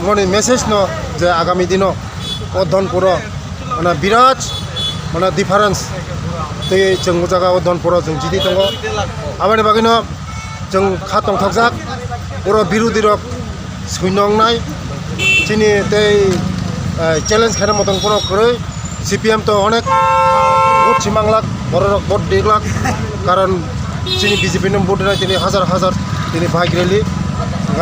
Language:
Riang (India)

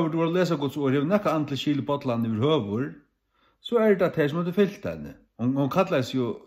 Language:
Faroese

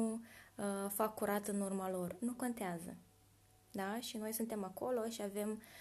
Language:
Romanian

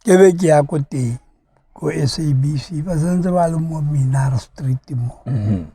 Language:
Tswana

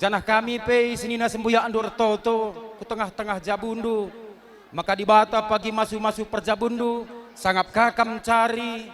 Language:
Batak Karo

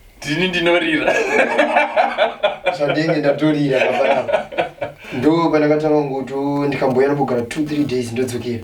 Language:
Shona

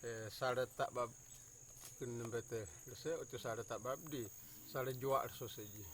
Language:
Kamasau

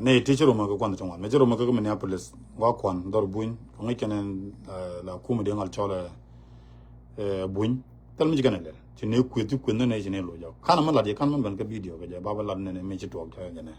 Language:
Nuer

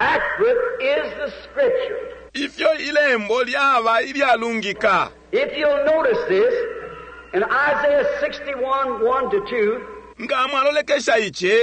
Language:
Bemba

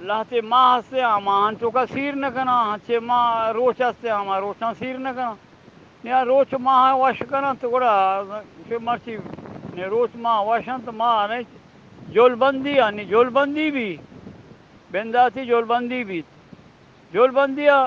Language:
Eastern Balochi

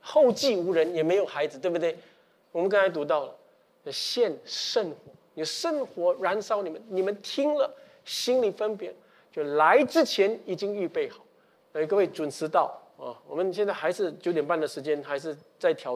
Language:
Chinese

